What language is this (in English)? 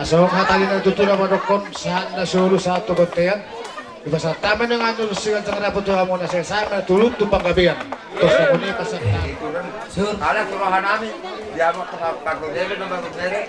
Batak Toba